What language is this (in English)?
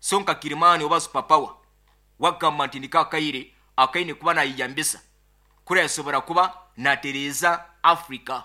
Nyoro